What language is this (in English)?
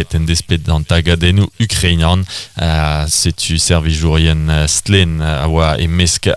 Breton